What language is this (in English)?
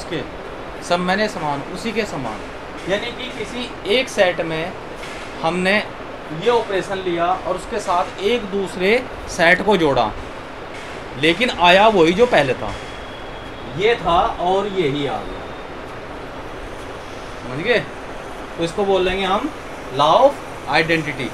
Hindi